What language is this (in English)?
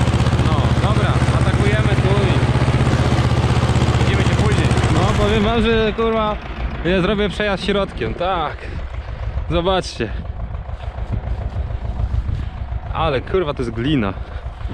Polish